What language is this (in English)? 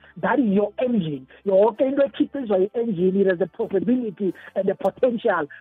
South Ndebele